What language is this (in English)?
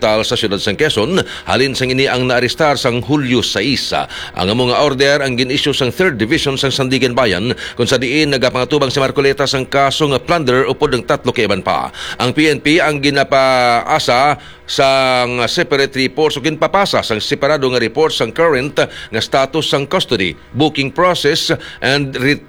Hiligaynon